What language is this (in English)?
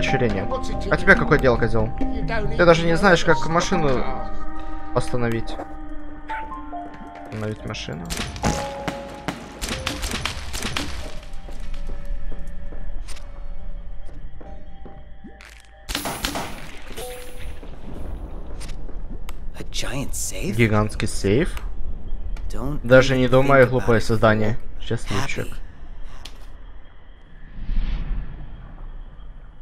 Russian